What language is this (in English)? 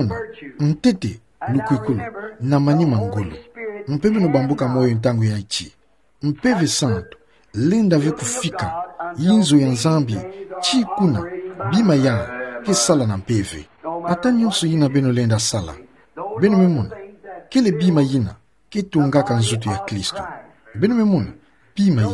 Kituba (Democratic Republic of Congo)